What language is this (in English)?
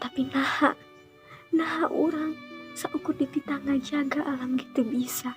Sundanese